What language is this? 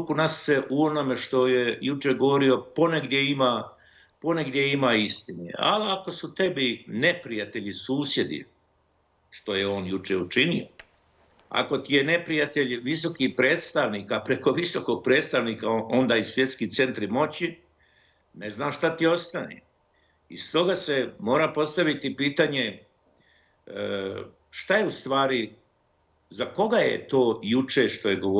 Bosnian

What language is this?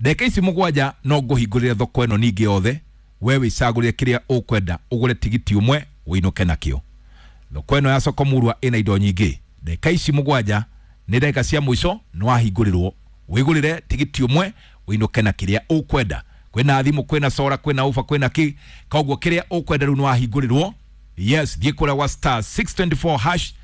Kikuyu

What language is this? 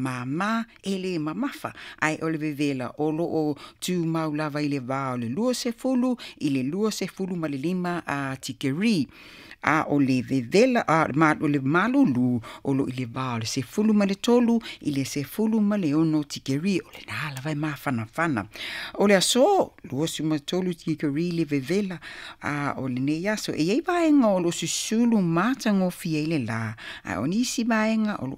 Samoan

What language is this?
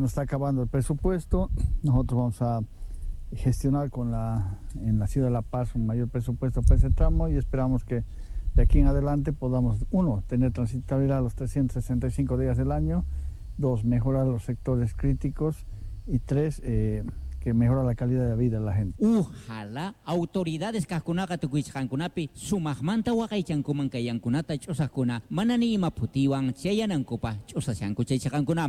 South Bolivian Quechua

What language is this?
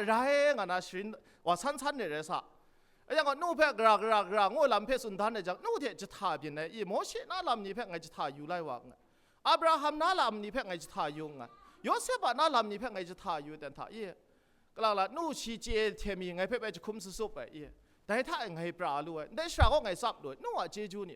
Kachin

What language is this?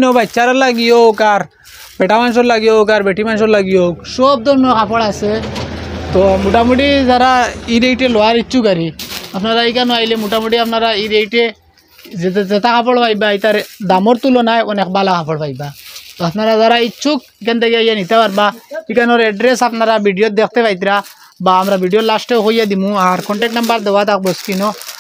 Sylheti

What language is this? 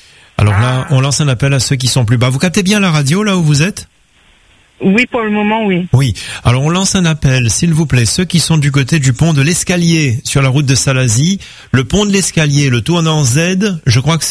French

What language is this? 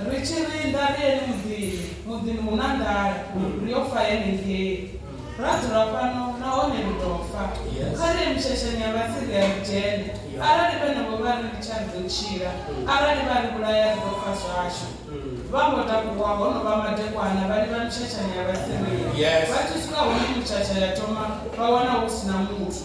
Venda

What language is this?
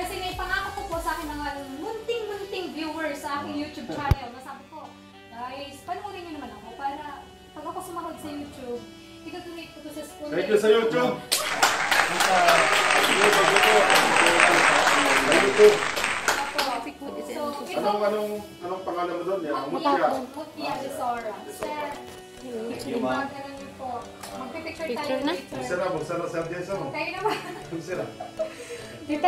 Filipino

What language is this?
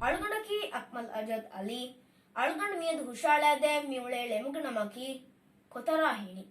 Divehi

